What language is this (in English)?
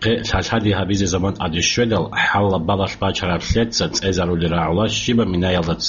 Avaric